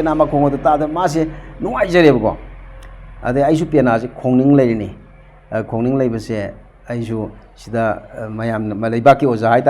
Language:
Manipuri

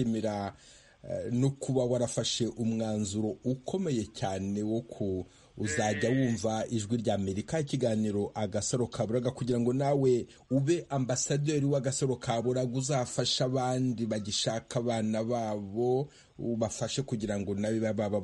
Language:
Kinyarwanda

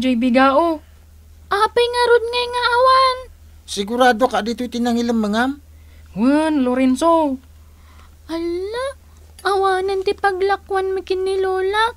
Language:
Iloko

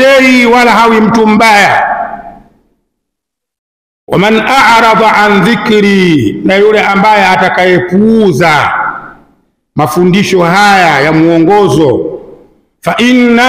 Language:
Swahili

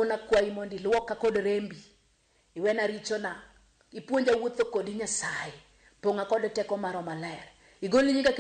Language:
Luo (Kenya and Tanzania)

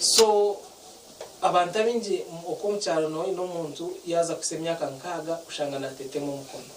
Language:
Nyankole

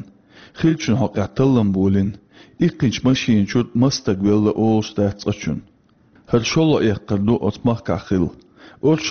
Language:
Chechen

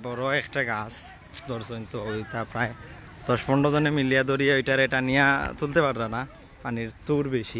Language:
Sylheti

